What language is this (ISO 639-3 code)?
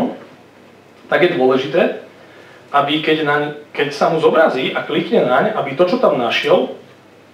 slk